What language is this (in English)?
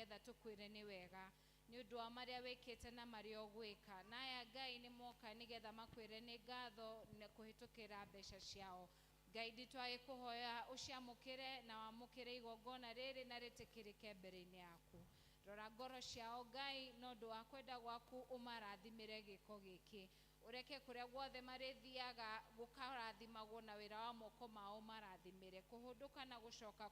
Kikuyu